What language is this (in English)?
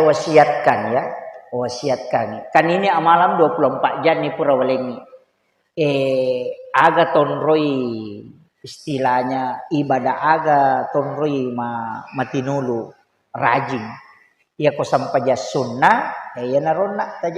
Buginese